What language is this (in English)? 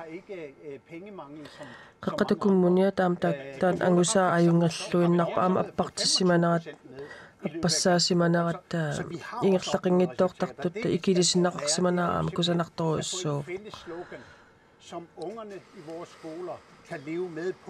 Kalaallisut